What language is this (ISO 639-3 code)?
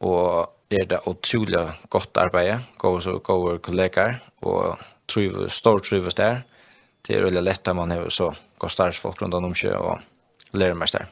fao